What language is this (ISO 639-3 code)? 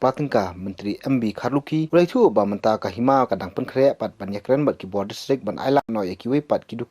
kha